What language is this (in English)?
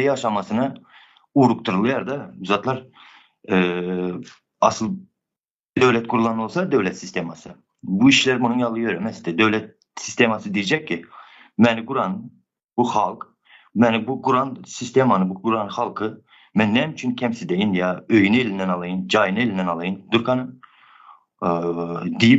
Turkmen